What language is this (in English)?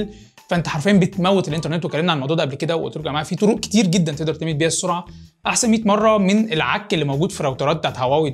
Egyptian Arabic